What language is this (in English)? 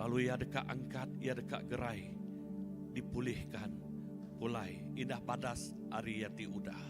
Iban